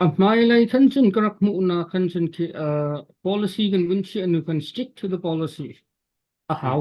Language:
Hakha Chin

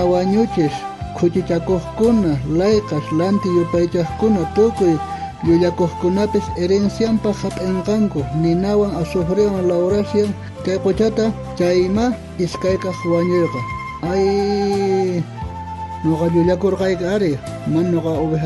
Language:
South Bolivian Quechua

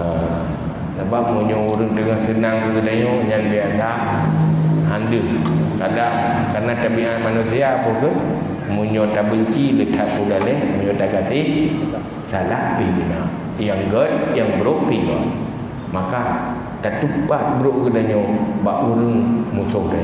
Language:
Achinese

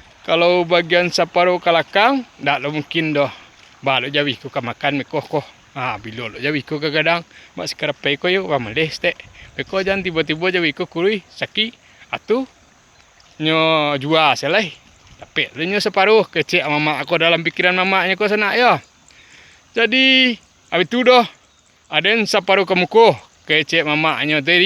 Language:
Minangkabau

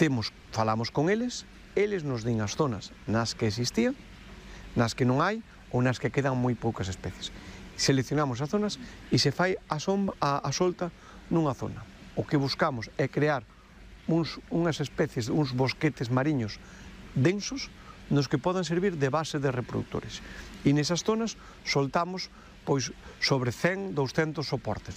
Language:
Galician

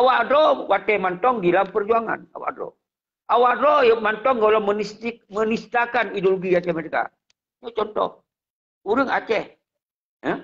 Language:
Achinese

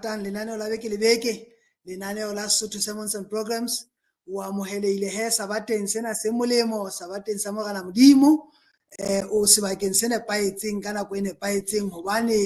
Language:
Southern Sotho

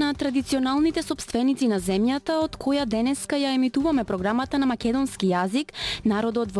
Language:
Macedonian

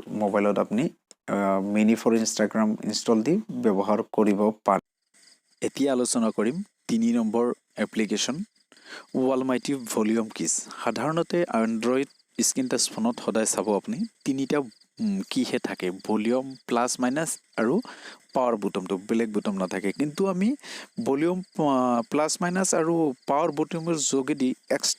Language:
Assamese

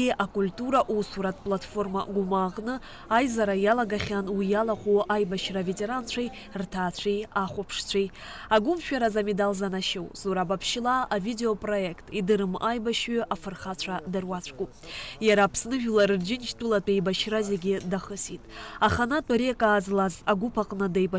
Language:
Abkhazian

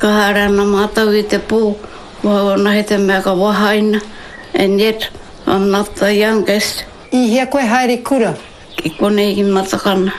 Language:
Māori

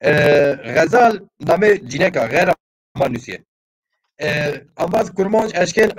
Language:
Zaza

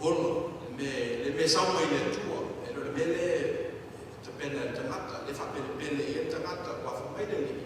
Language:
Samoan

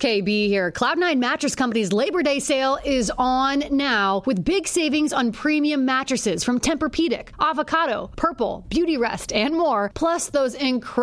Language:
English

